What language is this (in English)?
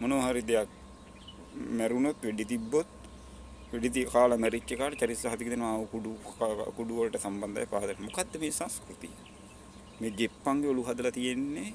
Sinhala